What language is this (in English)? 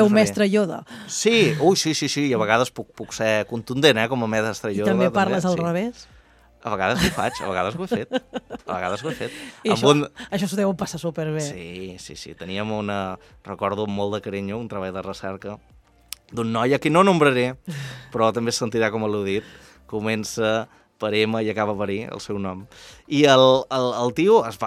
Catalan